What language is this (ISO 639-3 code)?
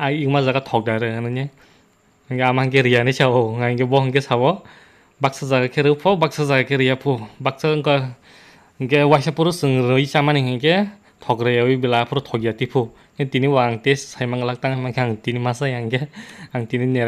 trp